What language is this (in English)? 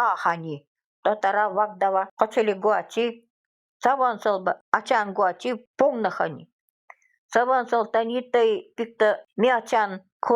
Nanai